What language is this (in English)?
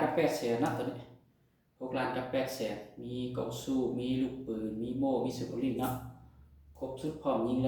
Lao